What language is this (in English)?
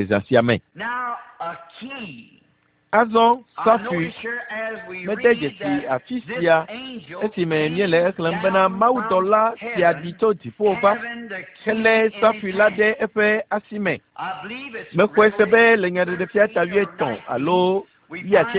Ewe